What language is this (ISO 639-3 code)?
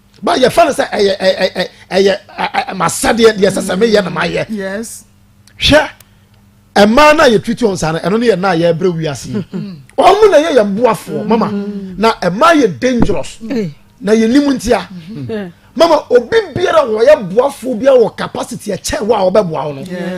aka